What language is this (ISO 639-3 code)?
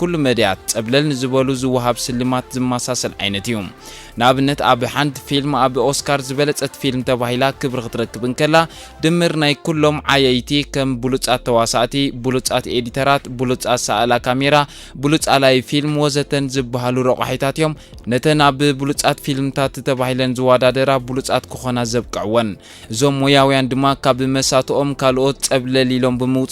tir